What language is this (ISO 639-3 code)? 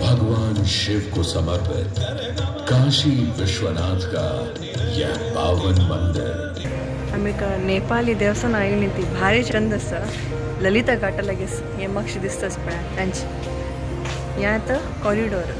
kok